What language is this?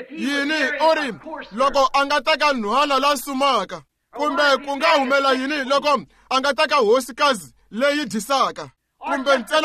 Tsonga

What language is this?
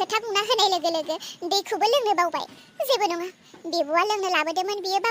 Bodo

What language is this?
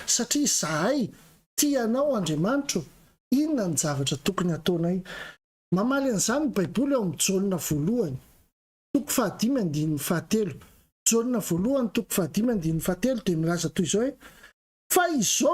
Malagasy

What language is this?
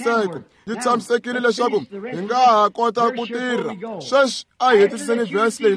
Tsonga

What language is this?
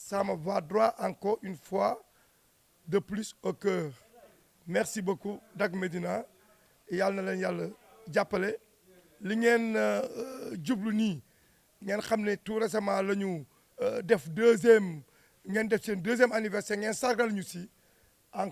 Wolof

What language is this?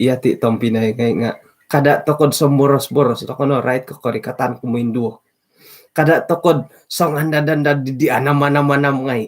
Central Dusun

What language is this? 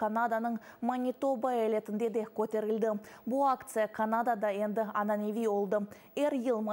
Crimean Tatar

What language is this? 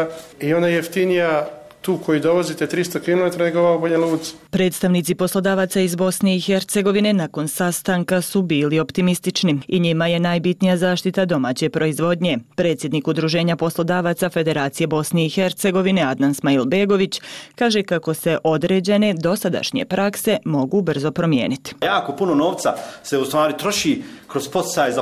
Bosnian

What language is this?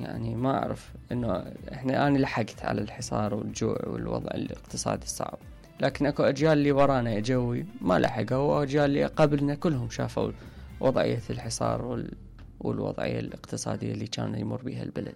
Mesopotamian Arabic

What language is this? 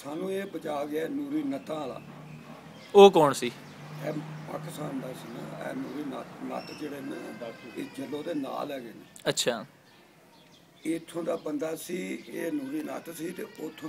Punjabi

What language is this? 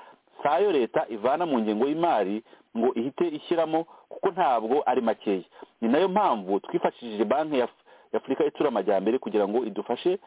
Kinyarwanda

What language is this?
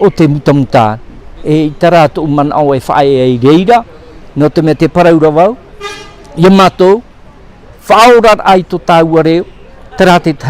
Tahitian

